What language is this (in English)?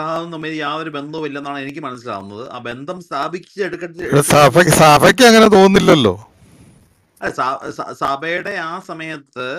Malayalam